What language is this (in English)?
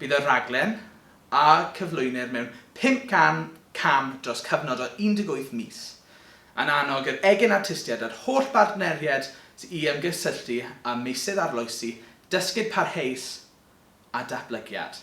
Welsh